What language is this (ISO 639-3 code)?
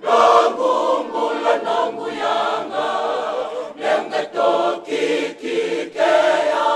fij